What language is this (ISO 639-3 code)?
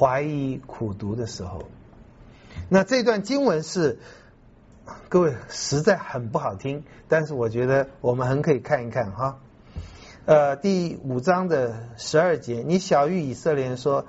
zho